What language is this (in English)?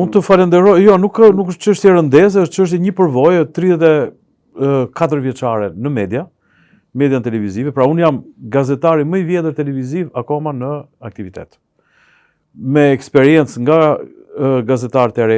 Albanian